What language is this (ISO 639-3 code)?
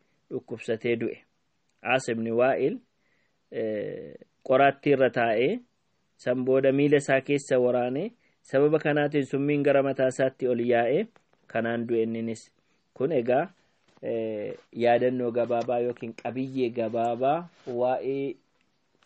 orm